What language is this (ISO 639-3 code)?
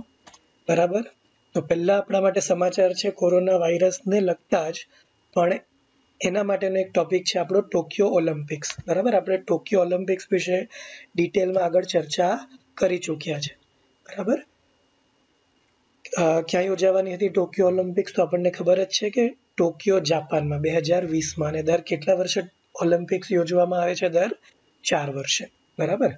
guj